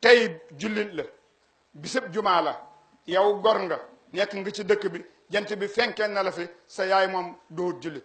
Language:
Wolof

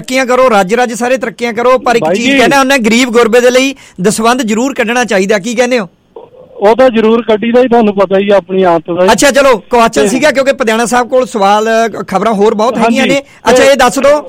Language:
Punjabi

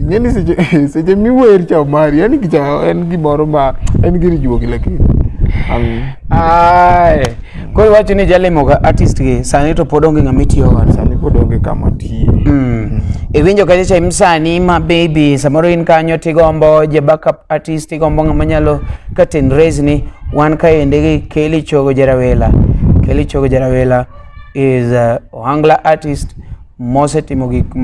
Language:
Luo (Kenya and Tanzania)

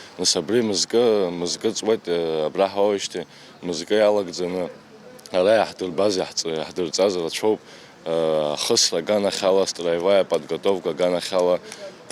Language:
Abkhazian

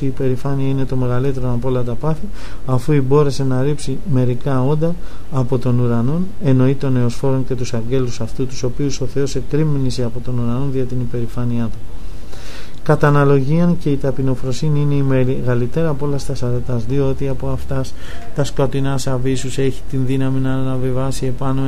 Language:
Greek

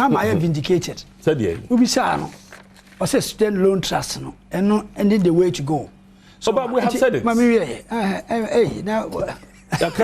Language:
Akan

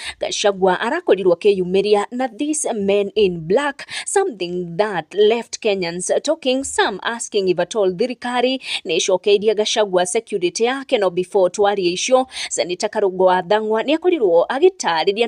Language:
Kikuyu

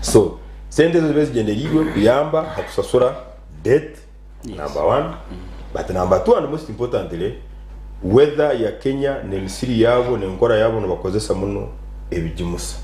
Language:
Nyankole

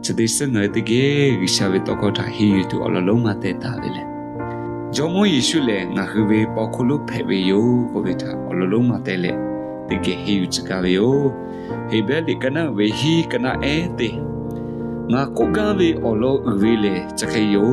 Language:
Lahu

